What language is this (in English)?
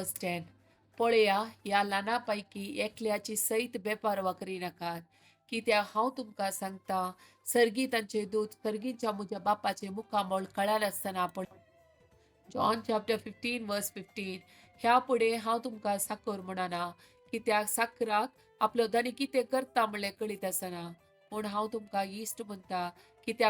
Konkani